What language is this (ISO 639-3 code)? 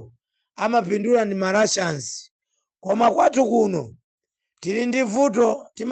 nya